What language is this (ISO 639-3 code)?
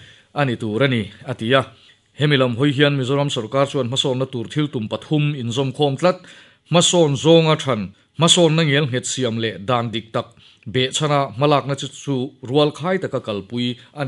lus